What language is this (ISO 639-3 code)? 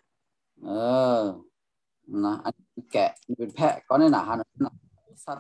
shn